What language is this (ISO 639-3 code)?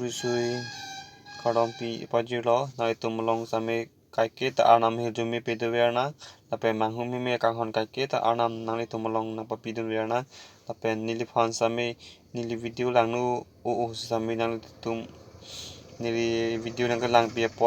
mjw